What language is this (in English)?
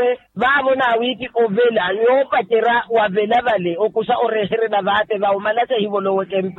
Makhuwa